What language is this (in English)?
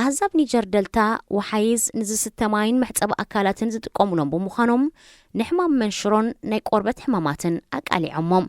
Tigrinya